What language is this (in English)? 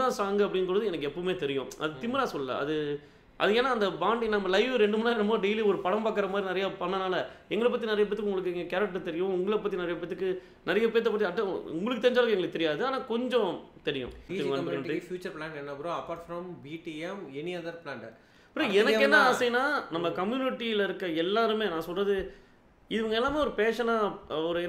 Tamil